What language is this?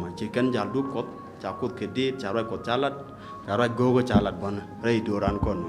Nuer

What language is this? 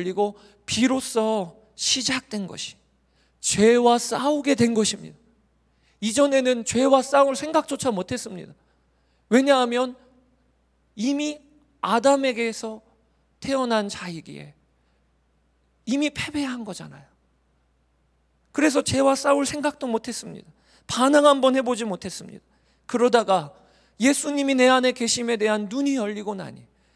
Korean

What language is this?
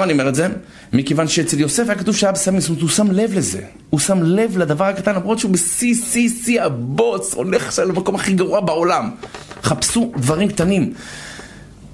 Hebrew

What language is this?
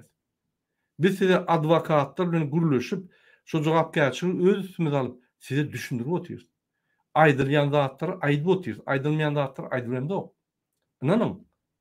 Turkmen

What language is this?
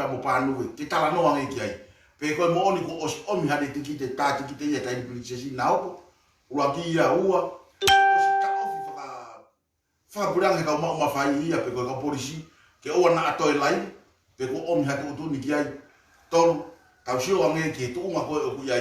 Tongan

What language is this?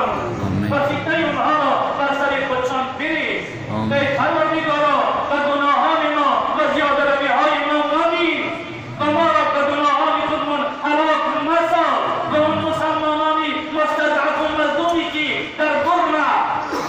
Tajik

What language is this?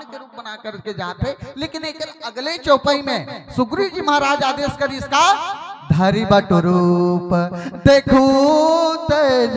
Chhattisgarhi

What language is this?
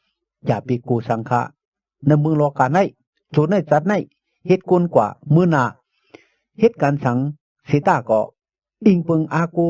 Shan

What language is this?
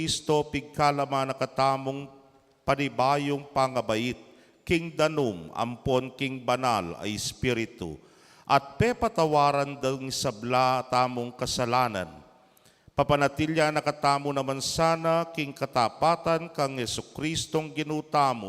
Pampanga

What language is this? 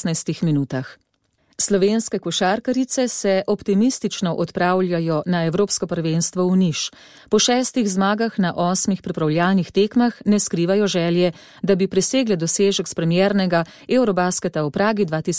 Slovenian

